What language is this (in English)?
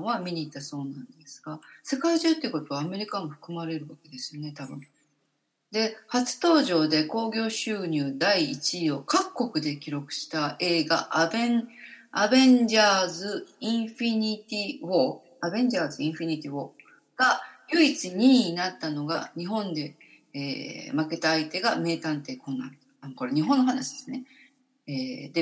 Japanese